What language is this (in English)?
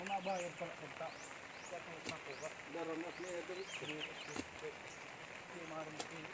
Waray